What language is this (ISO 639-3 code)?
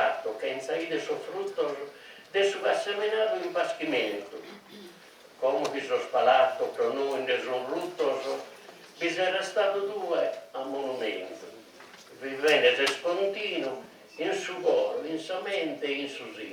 srd